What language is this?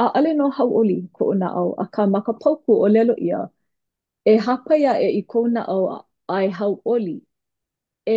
Hawaiian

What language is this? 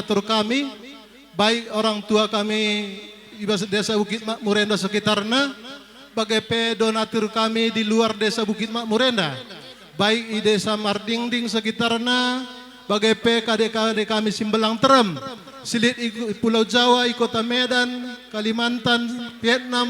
Batak Karo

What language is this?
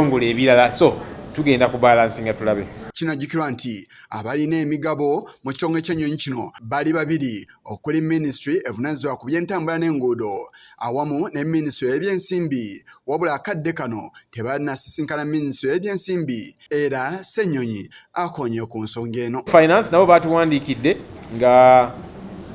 Ganda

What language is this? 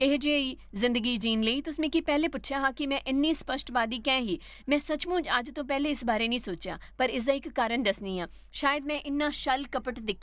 Dogri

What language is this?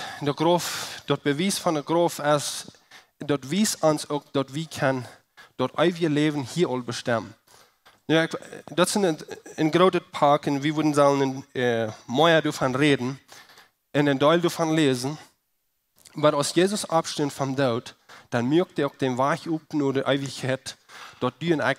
Plautdietsch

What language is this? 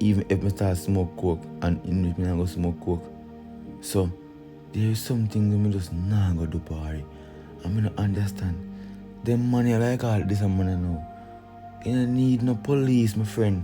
Jamaican Creole English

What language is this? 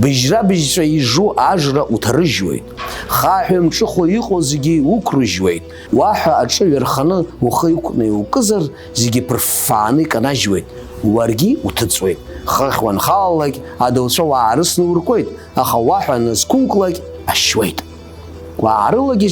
Abkhazian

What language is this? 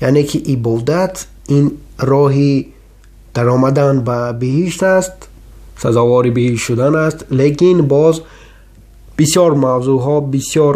Tajik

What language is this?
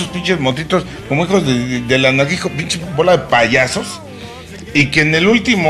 Spanish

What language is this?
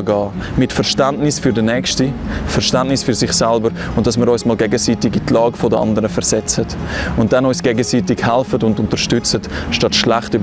Swiss German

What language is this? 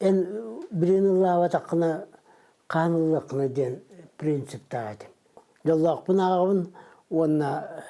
Yakut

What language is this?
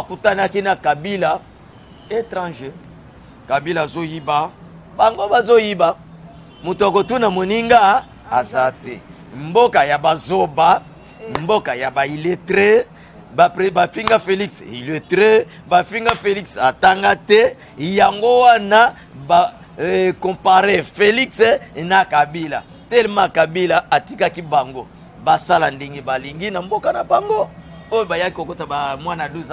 Lingala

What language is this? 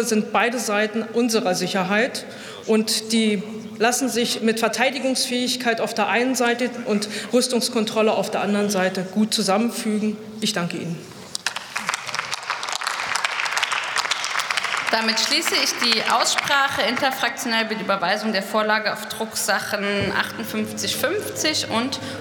German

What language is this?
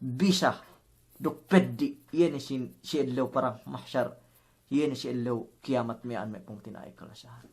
Yakan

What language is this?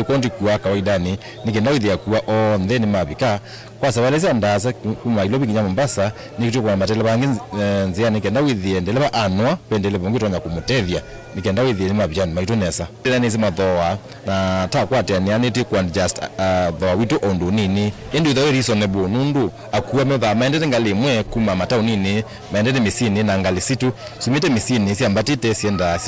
Kamba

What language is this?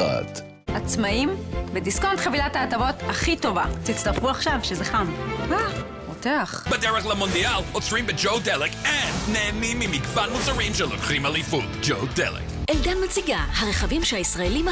Hebrew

